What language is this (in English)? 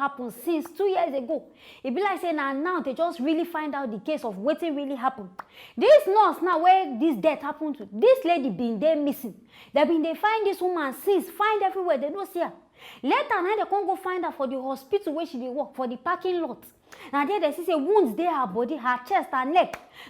Nigerian Pidgin